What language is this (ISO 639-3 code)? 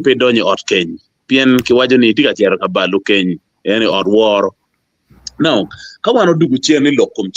ach